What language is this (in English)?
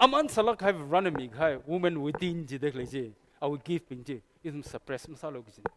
Tangkhul Naga (India)